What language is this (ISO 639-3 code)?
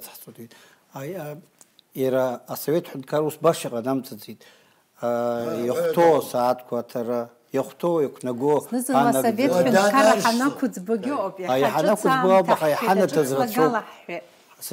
abk